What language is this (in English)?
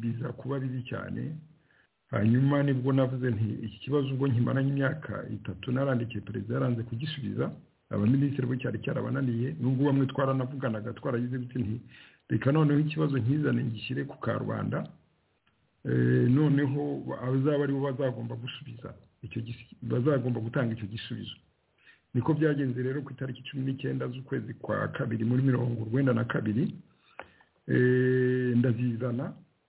Kinyarwanda